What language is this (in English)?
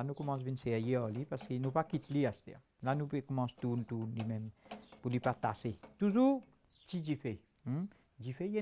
Morisyen